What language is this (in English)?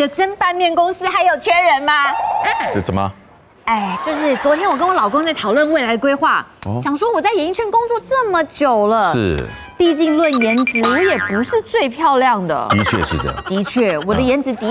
Chinese